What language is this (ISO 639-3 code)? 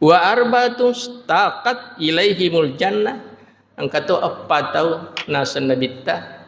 bug